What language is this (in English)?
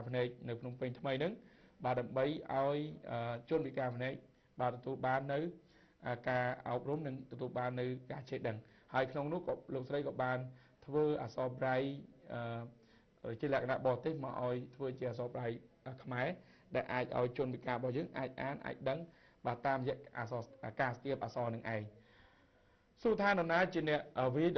Khmer